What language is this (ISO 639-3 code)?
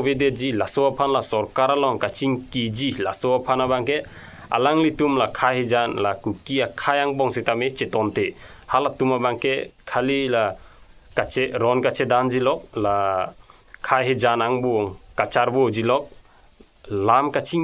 mjw